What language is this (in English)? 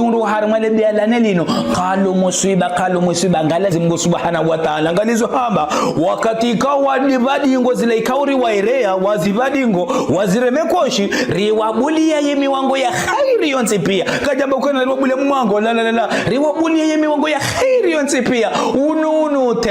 Ngazidja Comorian